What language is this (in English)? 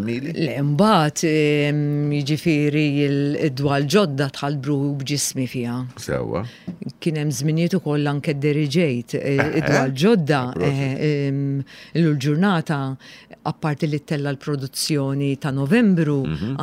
Maltese